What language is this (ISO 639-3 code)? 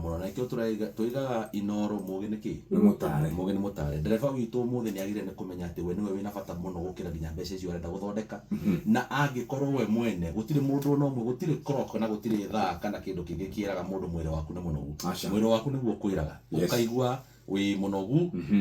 kik